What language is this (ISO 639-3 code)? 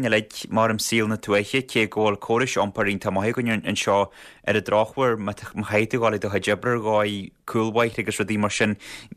gle